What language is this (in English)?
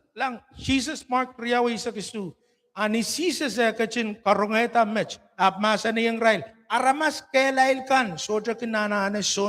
Pohnpeian